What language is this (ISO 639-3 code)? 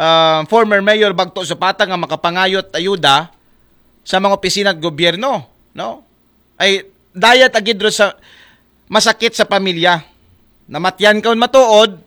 akl